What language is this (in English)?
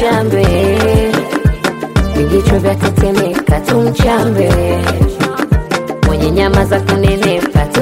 Swahili